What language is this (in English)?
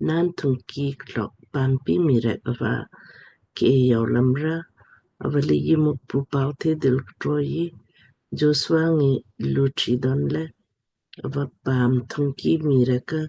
Lamkang